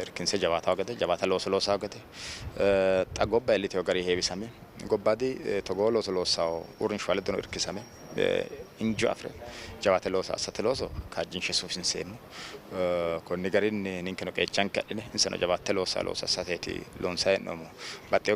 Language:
Sidamo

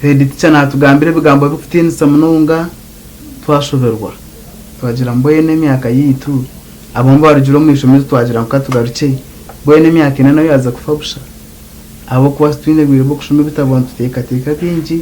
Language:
Nyankole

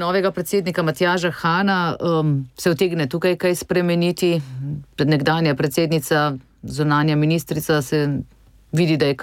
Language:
Slovenian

